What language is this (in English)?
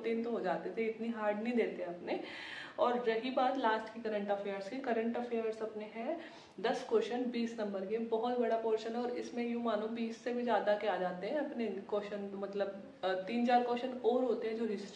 Hindi